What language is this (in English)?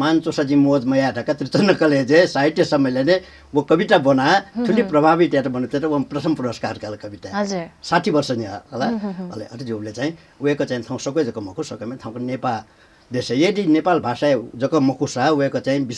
Newari